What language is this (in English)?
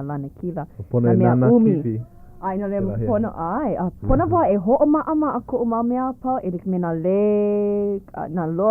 Hawaiian